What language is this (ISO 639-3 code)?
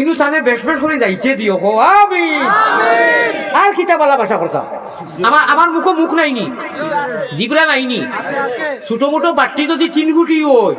syl